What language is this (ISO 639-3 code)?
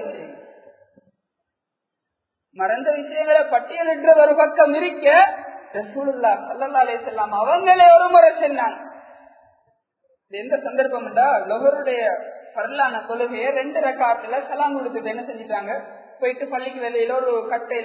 tam